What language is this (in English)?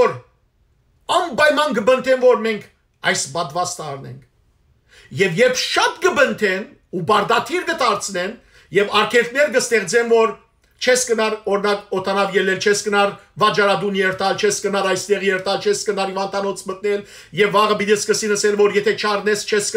Western Armenian